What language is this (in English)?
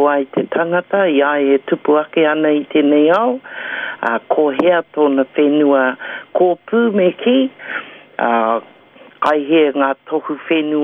Māori